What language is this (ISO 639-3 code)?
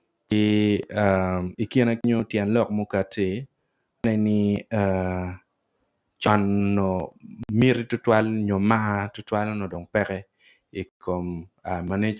ach